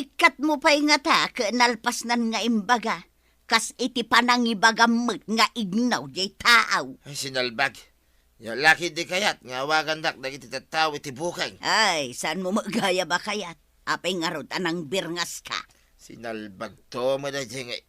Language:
Iloko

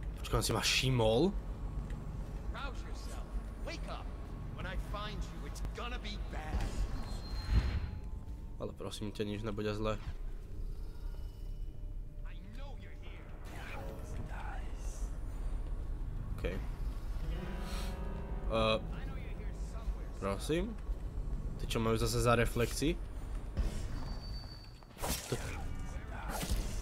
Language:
Slovak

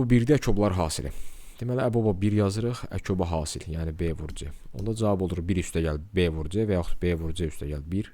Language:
Azerbaijani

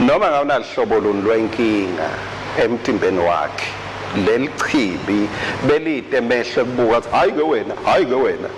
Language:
Swati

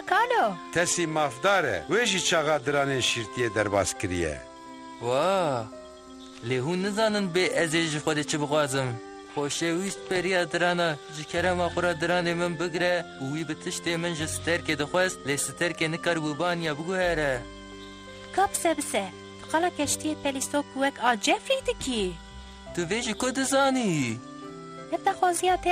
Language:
Kurdish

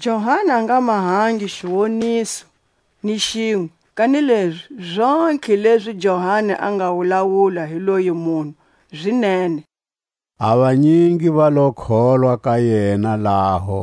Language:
Tswa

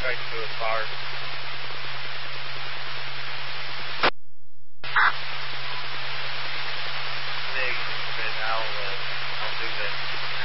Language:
English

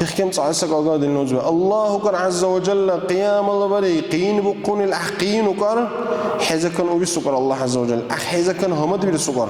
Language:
Dargwa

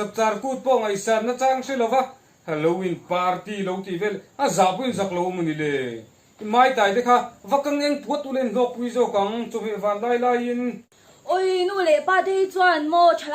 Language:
Mizo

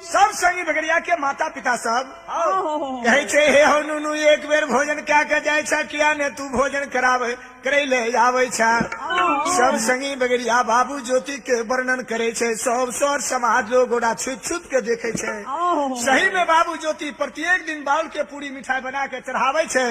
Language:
Maithili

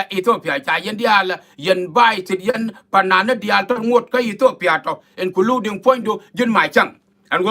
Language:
Nuer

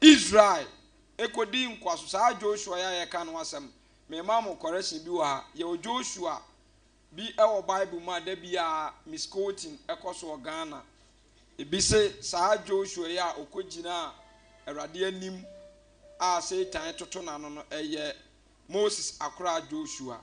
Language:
Akan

